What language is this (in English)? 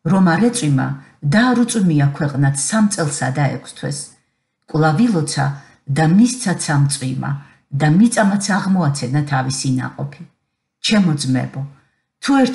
Georgian